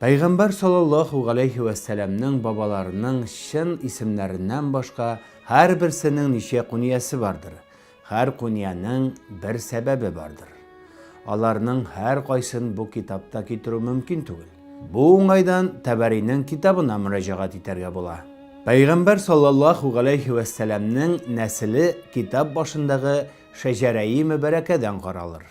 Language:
Tatar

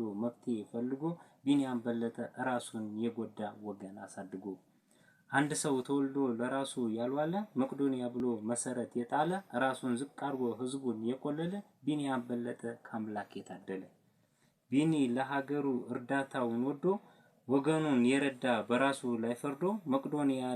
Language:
Amharic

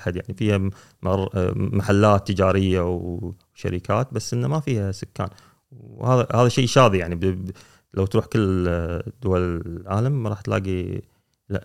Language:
Gulf Arabic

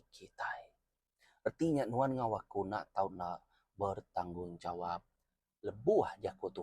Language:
Iban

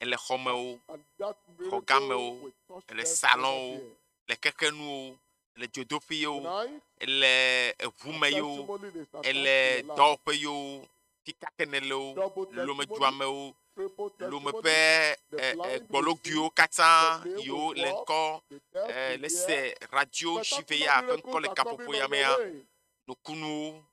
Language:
Ewe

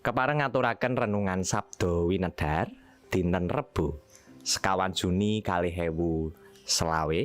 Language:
Javanese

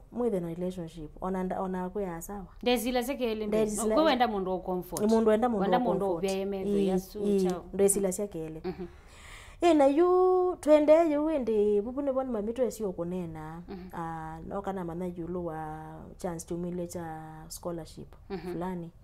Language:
Kamba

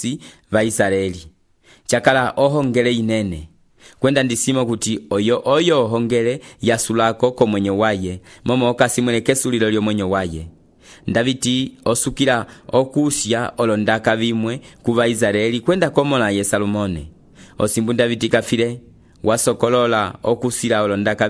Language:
Umbundu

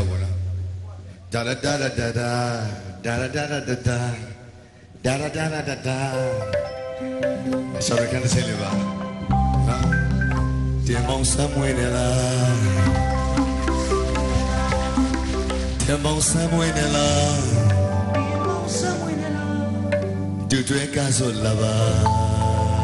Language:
Burmese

